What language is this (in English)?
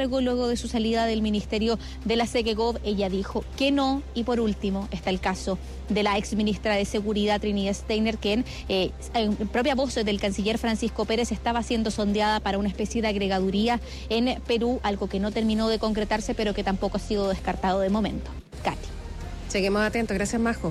Spanish